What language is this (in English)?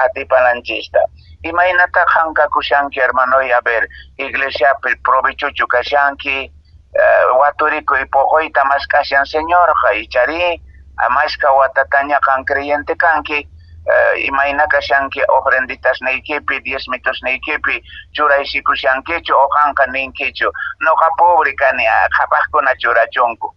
Quechua